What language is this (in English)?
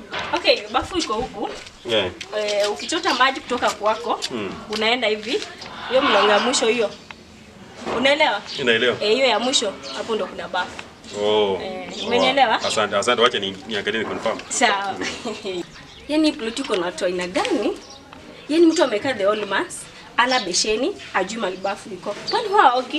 Swahili